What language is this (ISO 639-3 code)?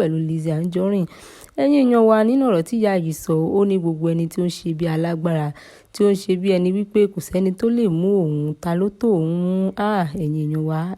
yor